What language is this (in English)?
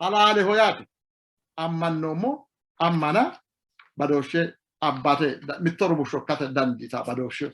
Sidamo